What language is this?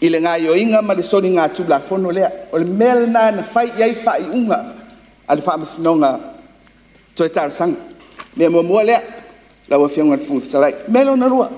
Samoan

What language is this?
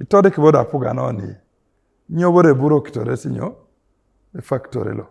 Teso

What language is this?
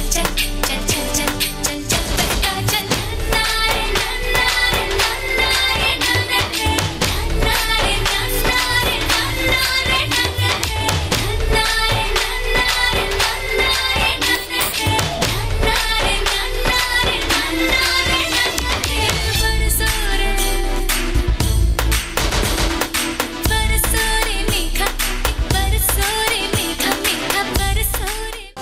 Punjabi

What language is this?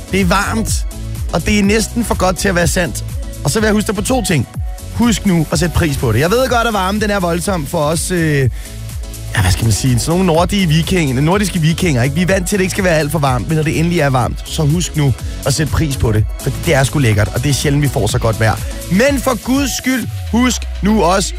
Danish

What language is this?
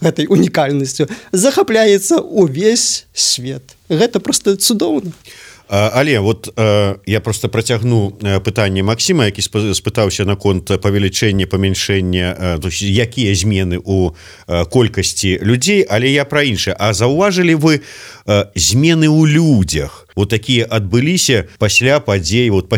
Belarusian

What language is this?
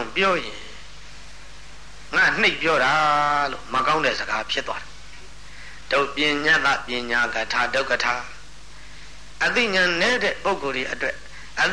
Burmese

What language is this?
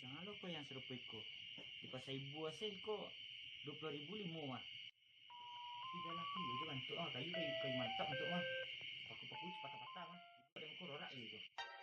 Minangkabau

